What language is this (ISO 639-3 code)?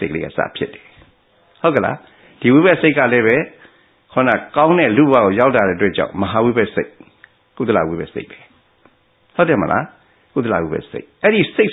mya